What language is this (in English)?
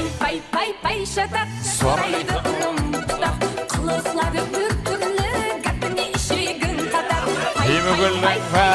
Kara-Kalpak